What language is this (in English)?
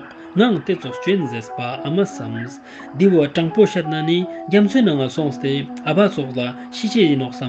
Ladakhi